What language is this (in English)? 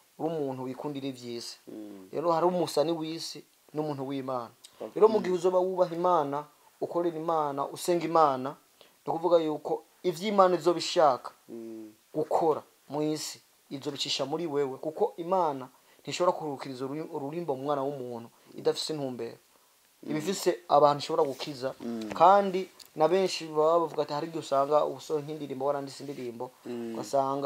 Rundi